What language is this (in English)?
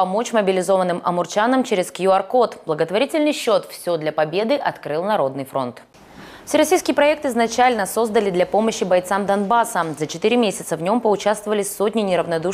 Russian